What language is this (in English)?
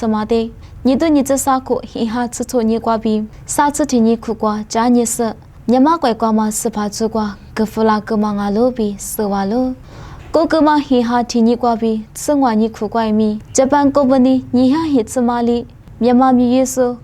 Lisu